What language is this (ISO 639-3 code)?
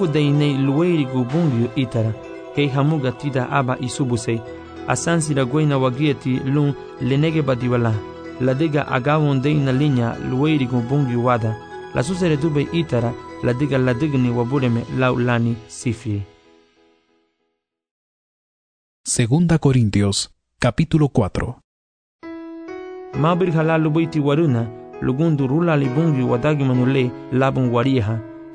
cab